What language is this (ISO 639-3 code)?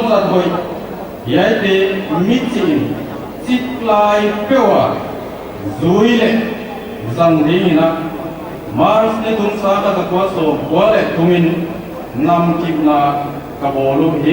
pck